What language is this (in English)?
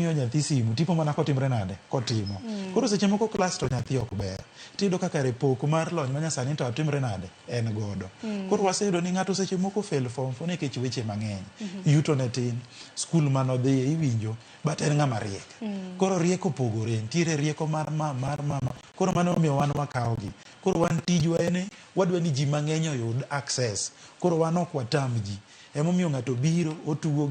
Luo (Kenya and Tanzania)